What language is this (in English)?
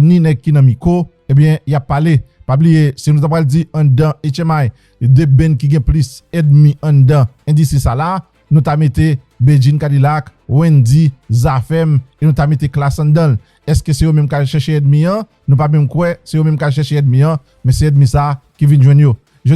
Haitian Creole